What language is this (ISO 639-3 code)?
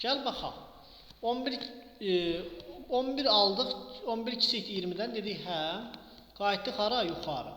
aze